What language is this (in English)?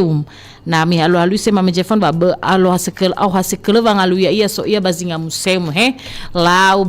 Nias